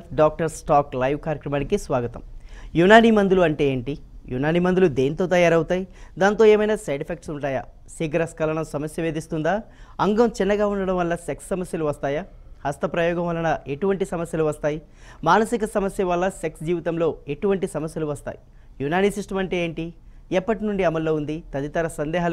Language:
Telugu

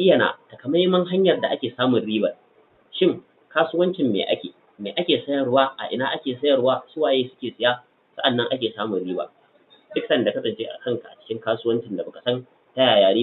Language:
Hausa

